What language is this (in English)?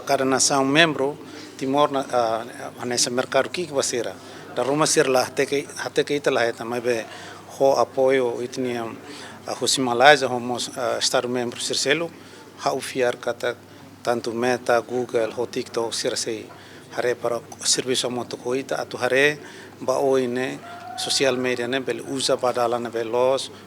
Tetum